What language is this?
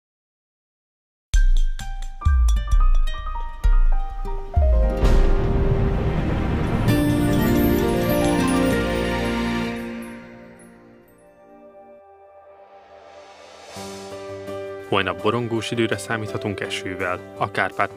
Hungarian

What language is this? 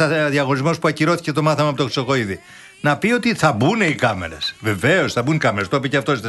Greek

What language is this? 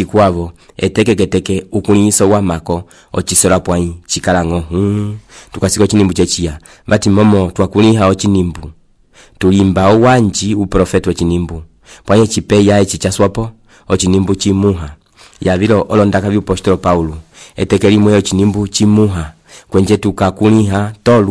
Umbundu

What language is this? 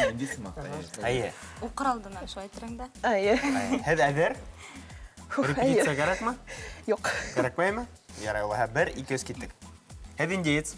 Bashkir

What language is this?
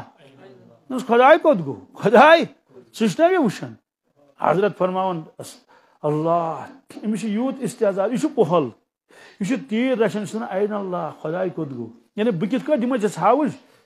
Kashmiri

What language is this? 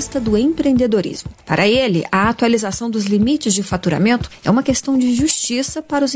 Portuguese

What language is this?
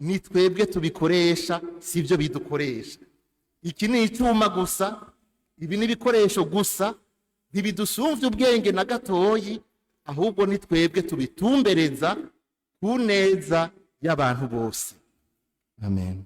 Rundi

